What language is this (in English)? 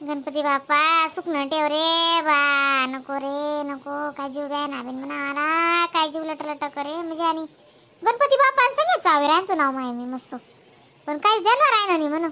Khandesi